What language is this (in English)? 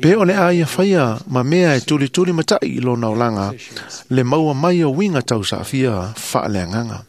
Samoan